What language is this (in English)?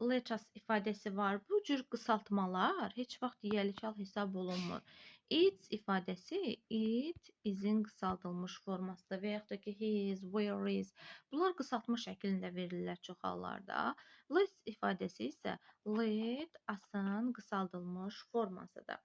Azerbaijani